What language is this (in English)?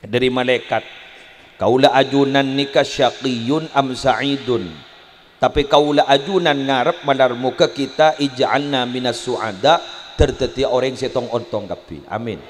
Madurese